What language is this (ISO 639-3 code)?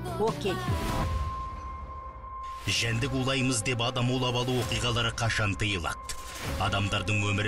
kaz